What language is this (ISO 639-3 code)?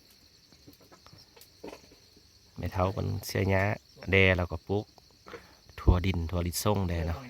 lao